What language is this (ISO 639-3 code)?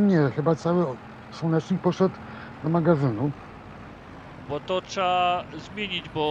pol